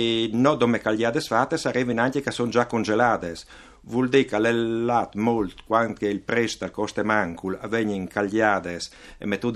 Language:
Friulian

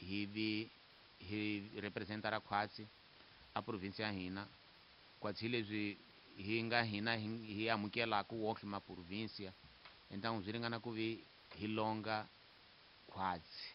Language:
Tsonga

